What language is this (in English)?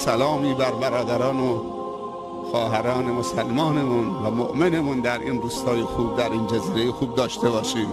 Tajik